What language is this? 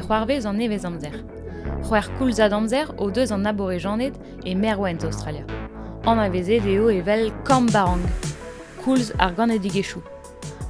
Breton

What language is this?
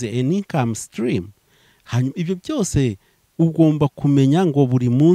Kinyarwanda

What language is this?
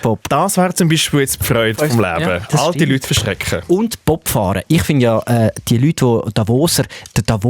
Swiss German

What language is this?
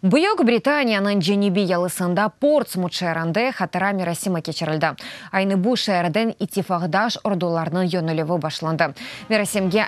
Crimean Tatar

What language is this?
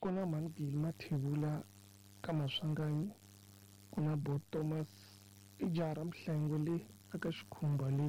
Tsonga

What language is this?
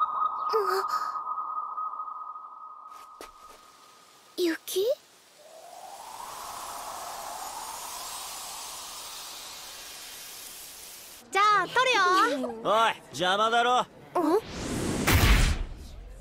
Japanese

